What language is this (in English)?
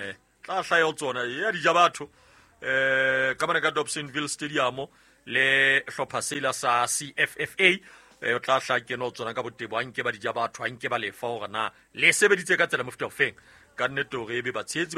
Southern Sotho